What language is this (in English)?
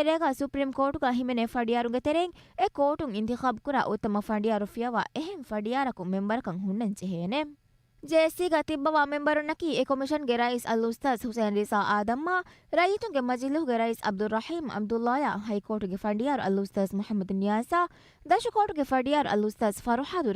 Divehi